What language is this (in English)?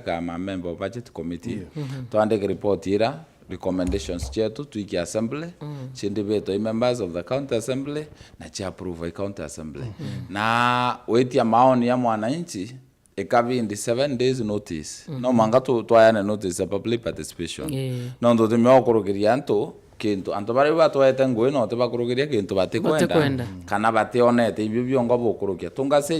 Meru